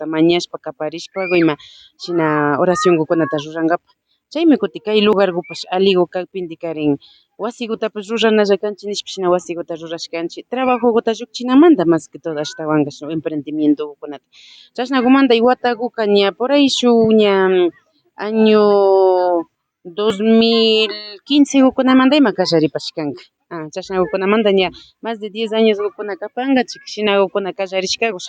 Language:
Imbabura Highland Quichua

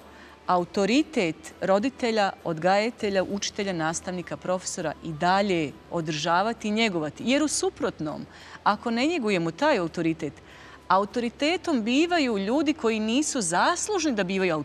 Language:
Bosnian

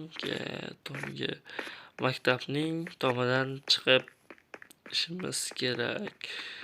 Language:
Uzbek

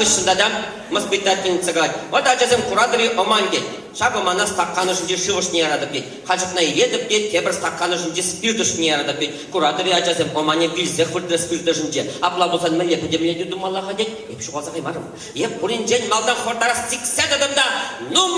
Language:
Chuvash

